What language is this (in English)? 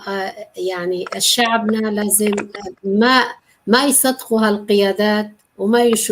North Levantine Arabic